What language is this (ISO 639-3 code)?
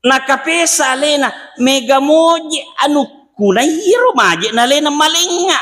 bug